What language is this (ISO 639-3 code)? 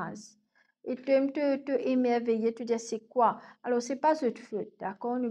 mfe